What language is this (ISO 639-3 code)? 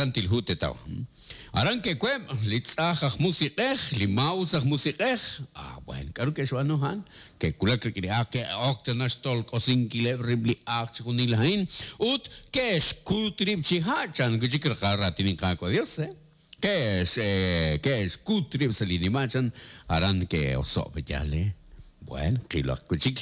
kek